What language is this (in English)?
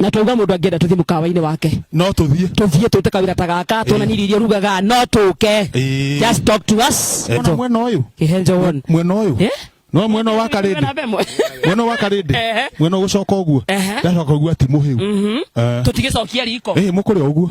Kikuyu